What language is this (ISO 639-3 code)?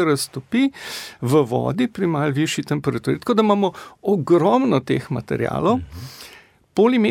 slv